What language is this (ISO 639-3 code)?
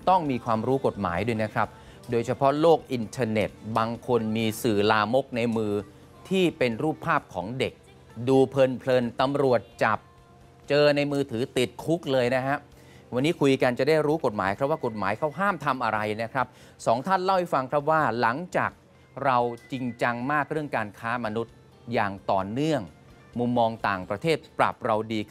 tha